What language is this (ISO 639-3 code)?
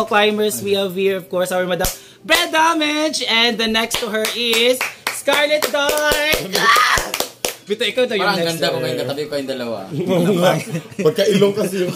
fil